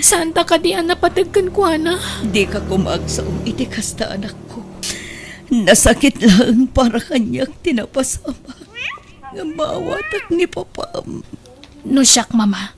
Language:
Iloko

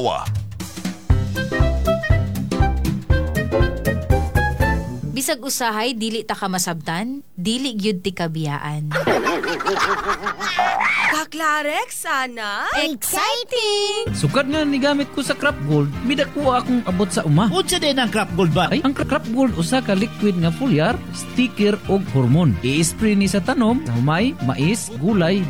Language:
Cebuano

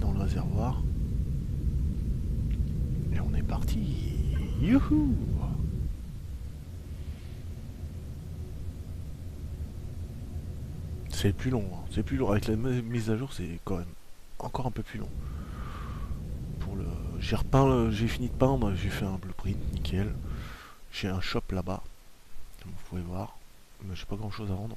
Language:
French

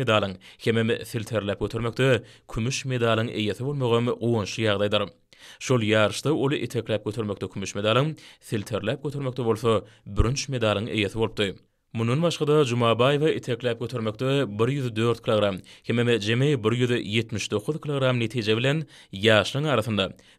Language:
Turkmen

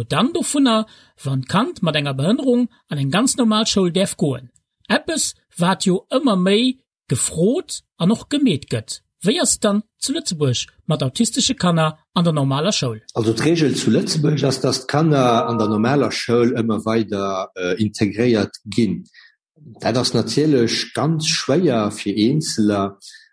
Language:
Luxembourgish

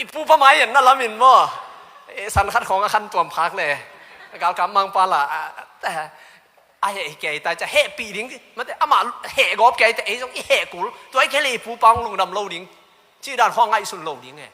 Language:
Tedim Chin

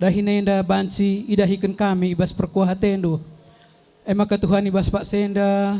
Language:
Batak Karo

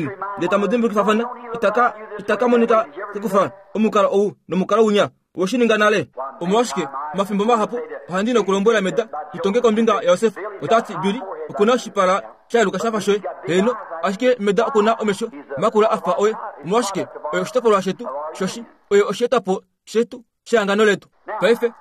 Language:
Kuanyama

